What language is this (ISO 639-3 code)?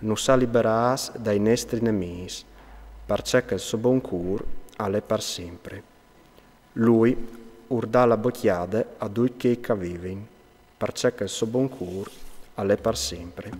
fur